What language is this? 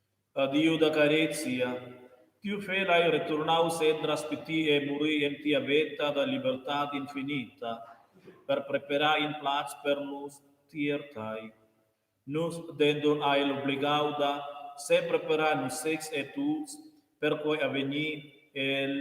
Romansh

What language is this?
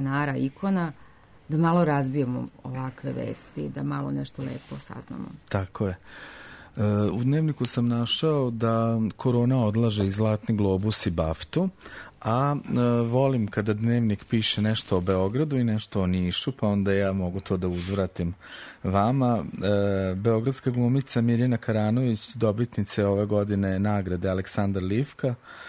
Serbian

